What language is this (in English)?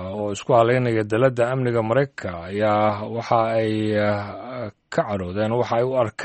Somali